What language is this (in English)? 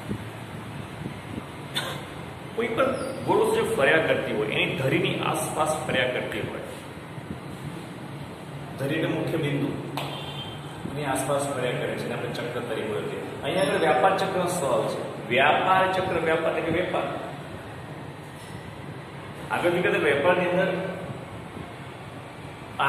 Gujarati